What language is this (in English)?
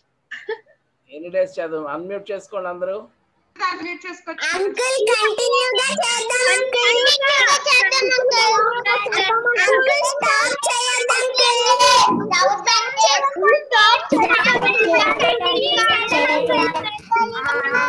Telugu